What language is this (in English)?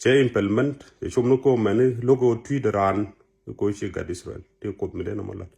Nuer